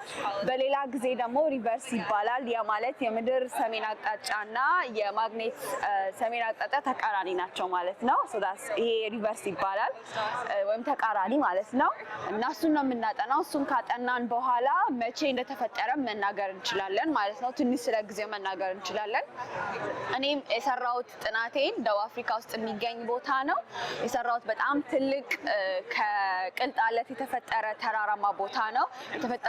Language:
Amharic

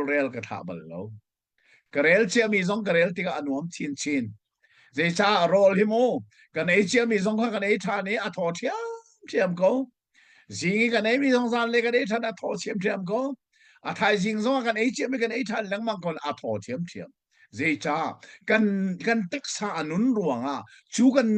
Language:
Hakha Chin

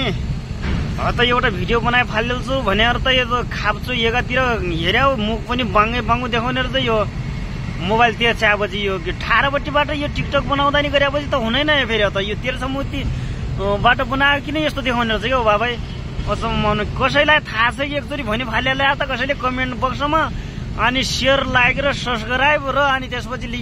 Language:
Nepali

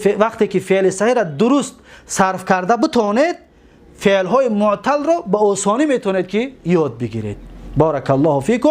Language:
Tajik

